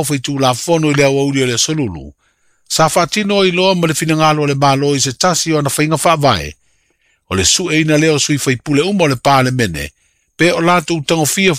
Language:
Samoan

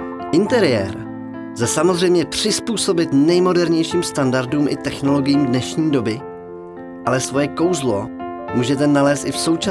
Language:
Czech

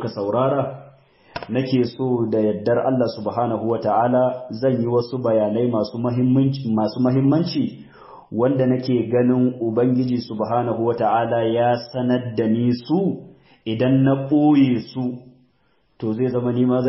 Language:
Hausa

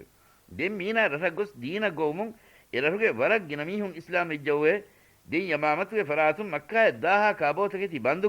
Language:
Divehi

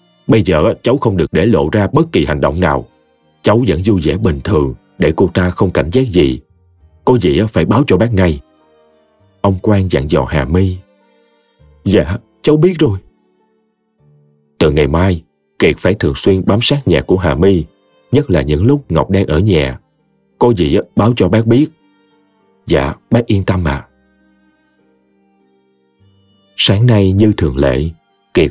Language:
Vietnamese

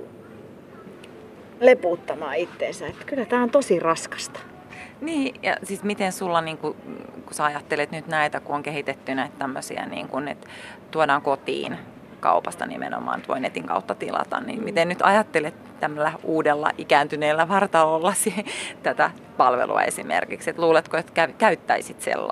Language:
Finnish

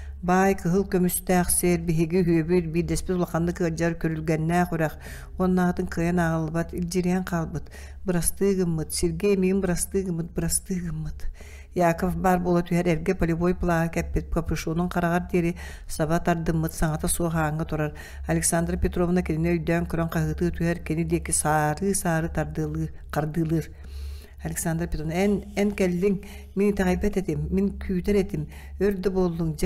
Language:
Yakut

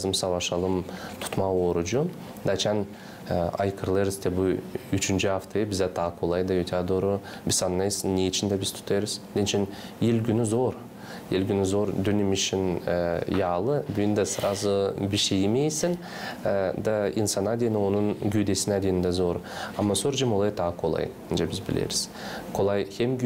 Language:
Gagauz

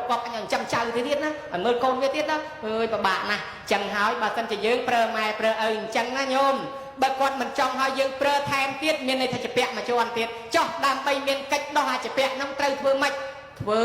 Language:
Khmer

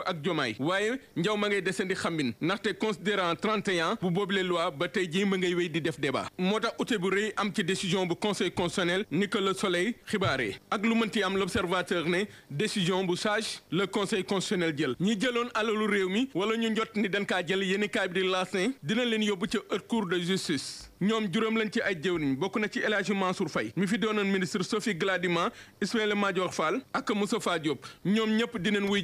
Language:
Wolof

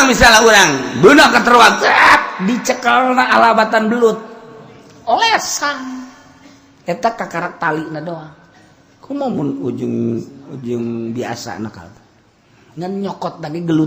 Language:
Sundanese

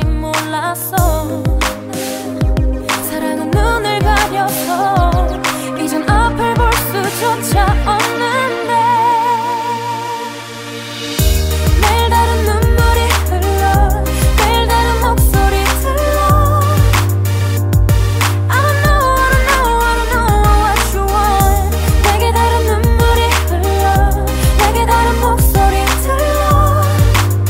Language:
Korean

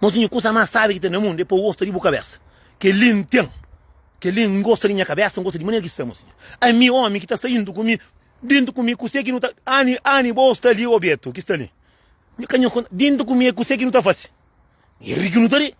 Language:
Kabuverdianu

